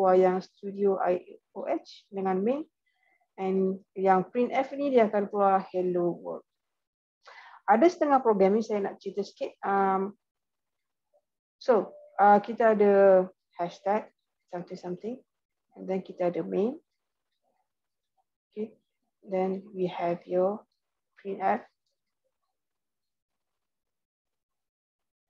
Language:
Malay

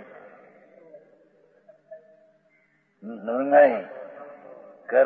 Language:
Gujarati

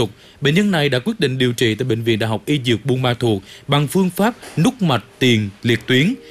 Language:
Vietnamese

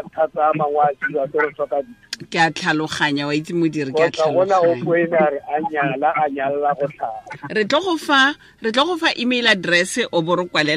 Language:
Tswana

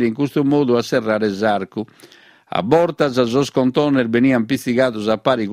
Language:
Sardinian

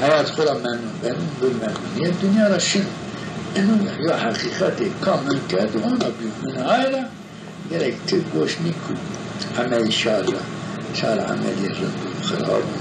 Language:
Zaza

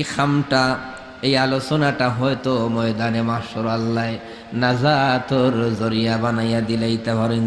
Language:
Sylheti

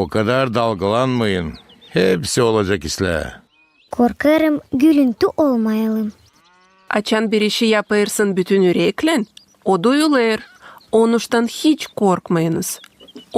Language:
Gagauz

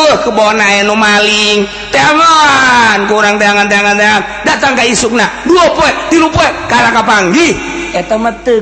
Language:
Sundanese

